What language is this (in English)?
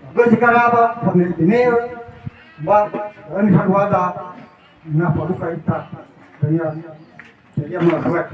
Nias